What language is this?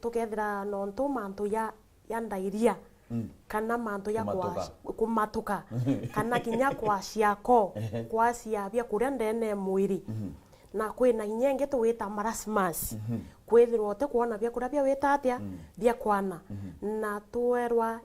Meru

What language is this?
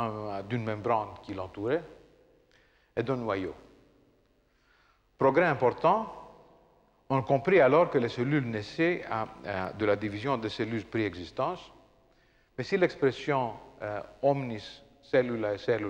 French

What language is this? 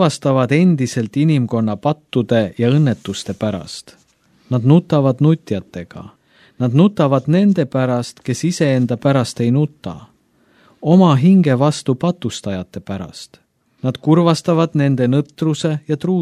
Estonian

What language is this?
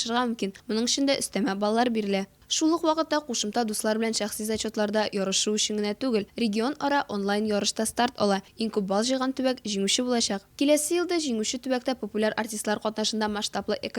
Tatar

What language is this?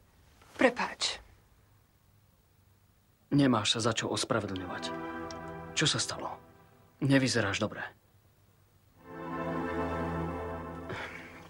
Slovak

